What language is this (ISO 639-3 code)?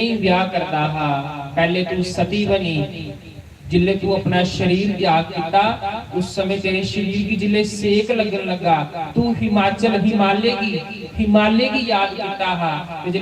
doi